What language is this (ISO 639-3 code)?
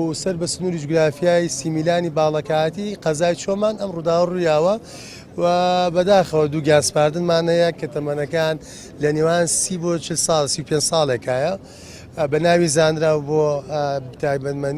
ckb